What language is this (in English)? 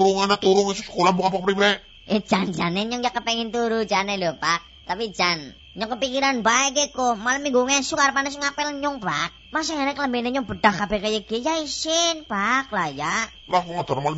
Javanese